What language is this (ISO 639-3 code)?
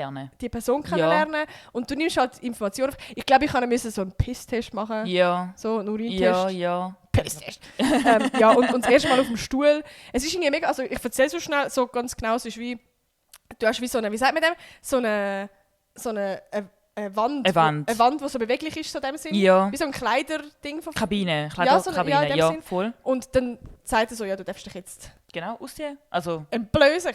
gsw